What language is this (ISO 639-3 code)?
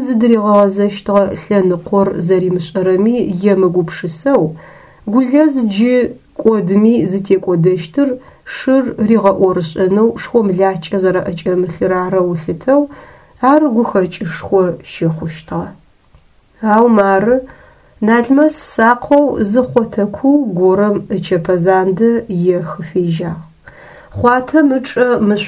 ady